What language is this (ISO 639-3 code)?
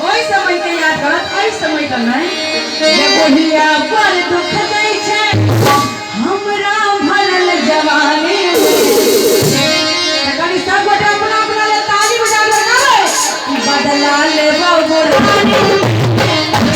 mai